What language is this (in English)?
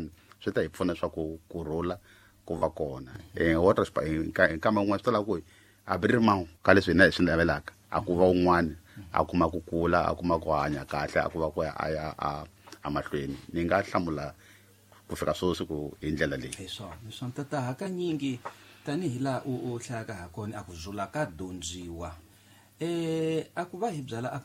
Tsonga